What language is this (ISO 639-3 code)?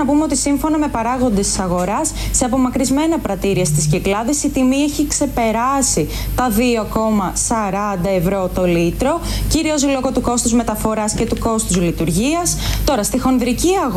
ell